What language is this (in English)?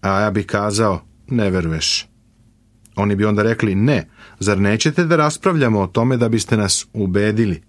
Serbian